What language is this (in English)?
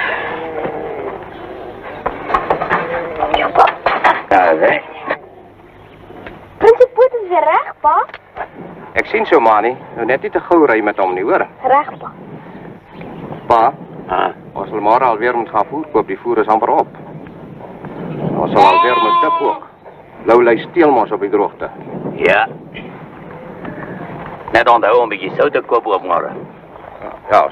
Afrikaans